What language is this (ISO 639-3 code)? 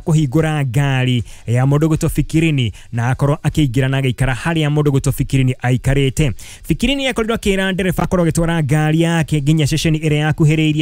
kik